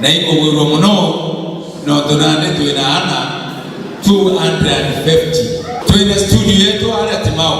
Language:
Meru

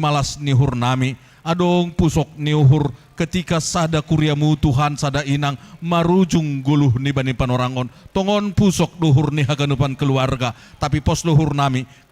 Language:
Batak Simalungun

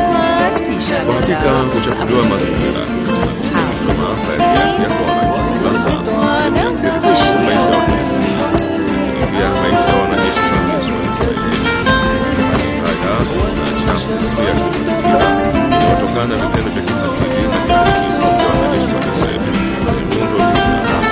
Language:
Swahili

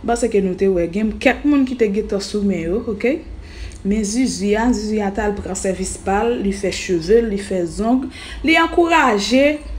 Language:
Haitian Creole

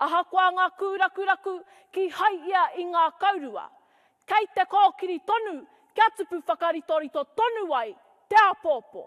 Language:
Māori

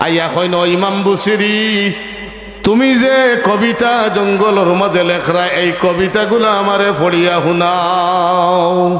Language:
Sylheti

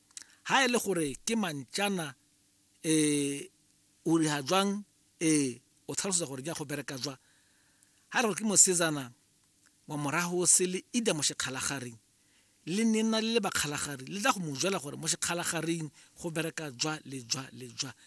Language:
Tswana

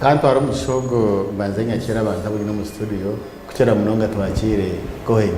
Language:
Nyankole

